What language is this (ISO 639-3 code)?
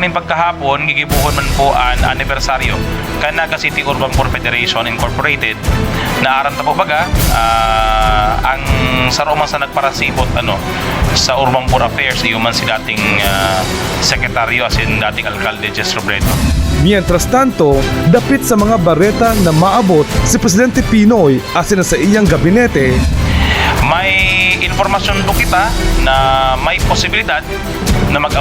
bik